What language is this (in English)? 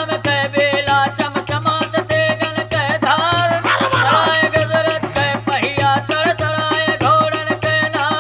Bhojpuri